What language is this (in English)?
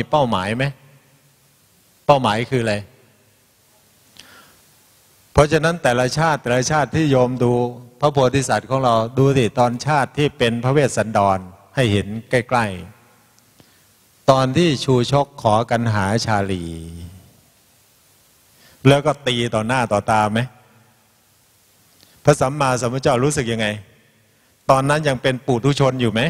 Thai